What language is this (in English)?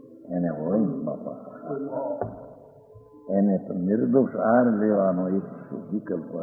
Gujarati